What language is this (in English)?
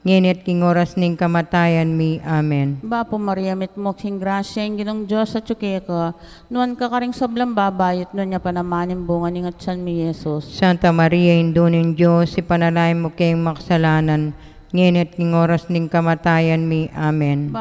Pampanga